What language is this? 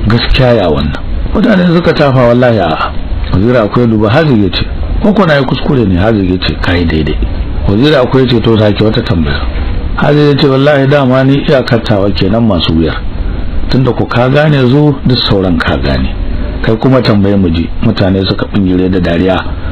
Hausa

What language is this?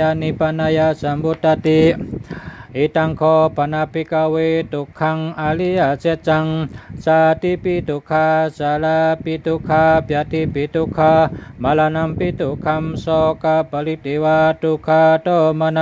Shan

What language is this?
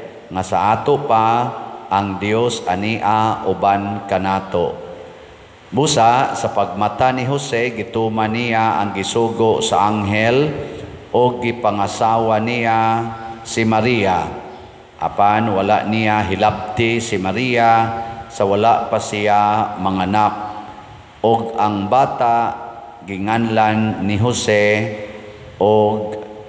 Cebuano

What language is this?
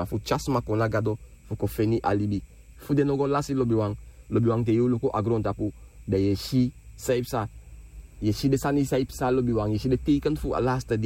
Sranan Tongo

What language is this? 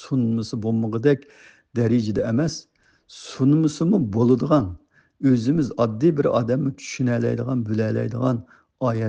Uyghur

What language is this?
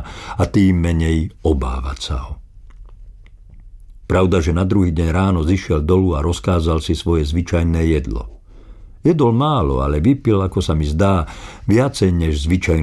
Slovak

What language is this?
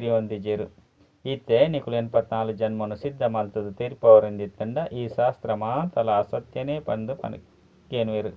Tulu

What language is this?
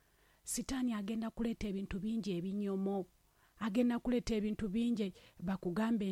Ganda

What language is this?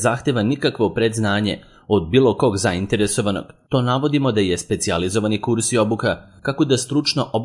Serbian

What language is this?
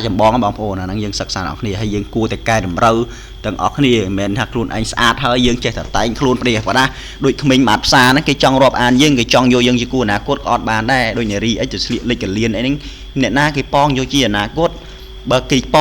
Khmer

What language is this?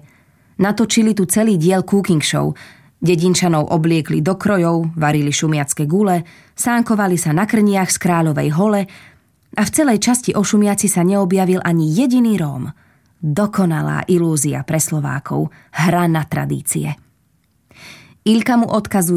Slovak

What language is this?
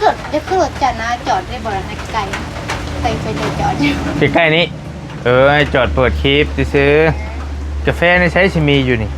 Northeastern Thai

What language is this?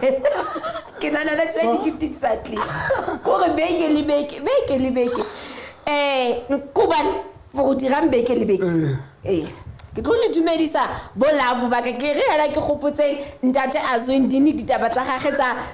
Southern Sotho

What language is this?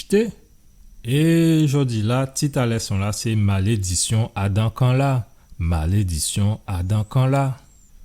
Guadeloupean Creole French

